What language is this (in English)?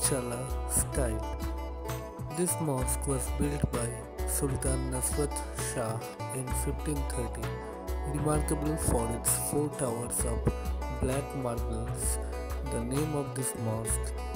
English